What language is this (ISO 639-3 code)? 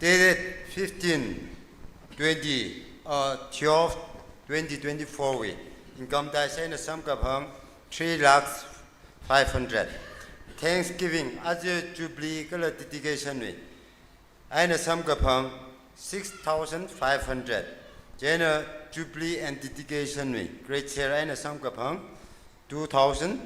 nmf